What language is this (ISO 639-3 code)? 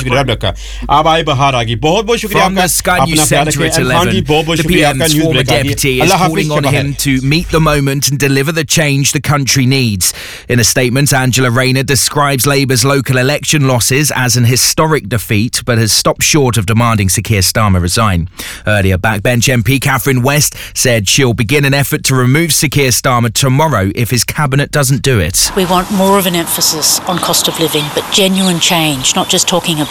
hin